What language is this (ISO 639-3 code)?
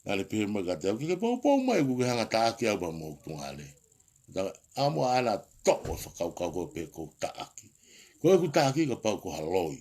ton